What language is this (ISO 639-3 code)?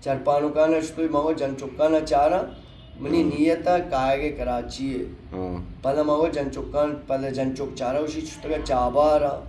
bal